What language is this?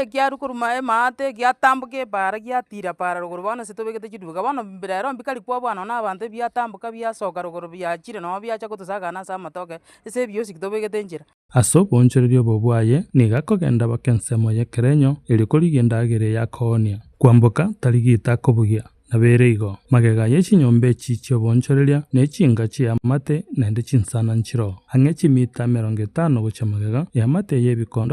Gusii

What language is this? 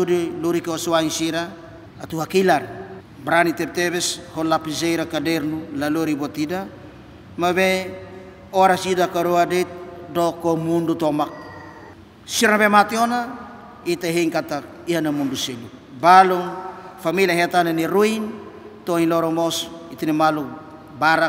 Tetum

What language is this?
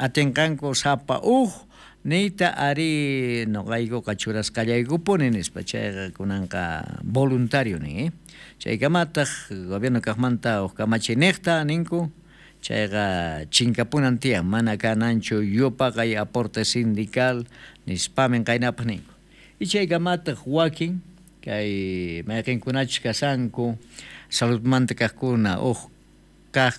South Bolivian Quechua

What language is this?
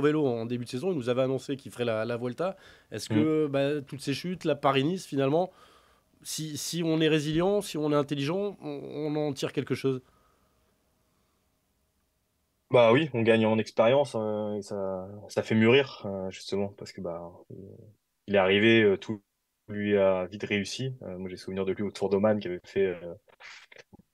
French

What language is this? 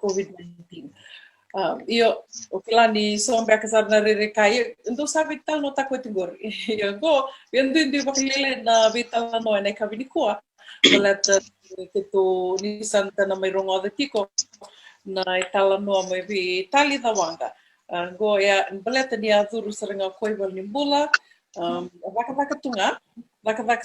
Fijian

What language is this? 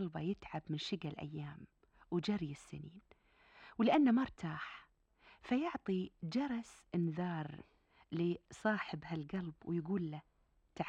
Gulf Arabic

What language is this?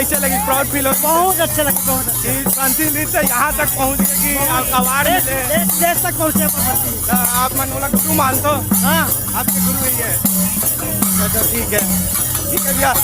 Chhattisgarhi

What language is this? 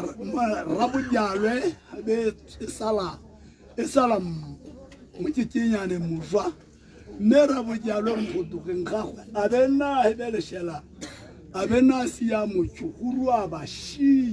Tswana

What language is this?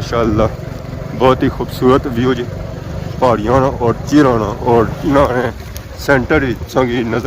Pahari-Potwari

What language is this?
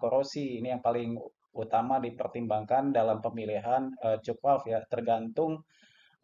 Indonesian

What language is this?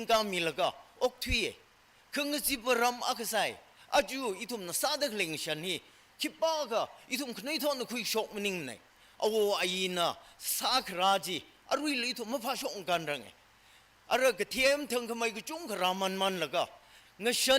Tangkhul Naga (India)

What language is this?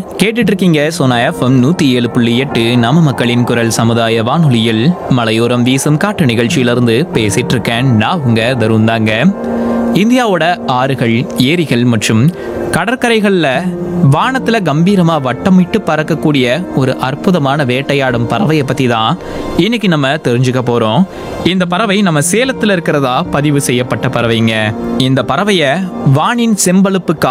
Tamil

